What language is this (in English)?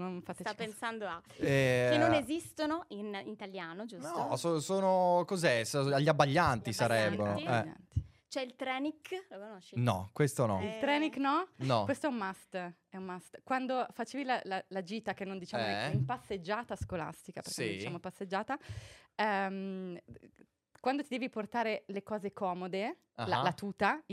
Italian